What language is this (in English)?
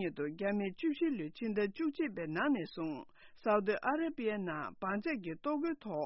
Tibetan